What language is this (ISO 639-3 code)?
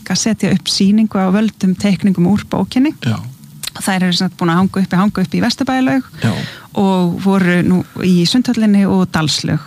isl